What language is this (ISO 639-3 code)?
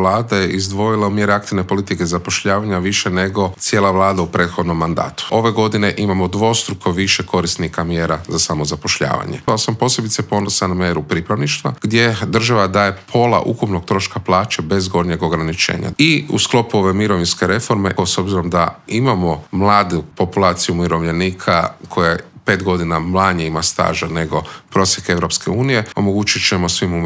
hrv